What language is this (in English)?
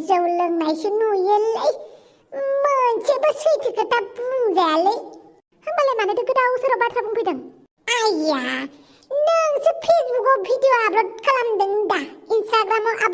Bodo